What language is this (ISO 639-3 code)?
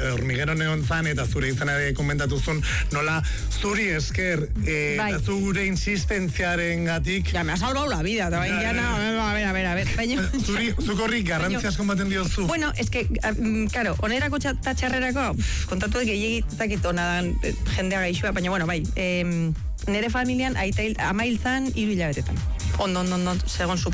eus